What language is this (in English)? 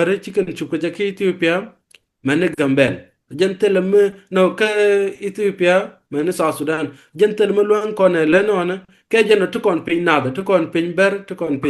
Nuer